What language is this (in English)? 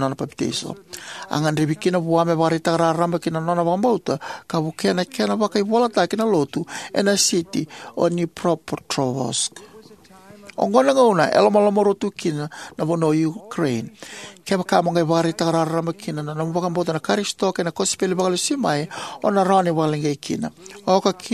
Fijian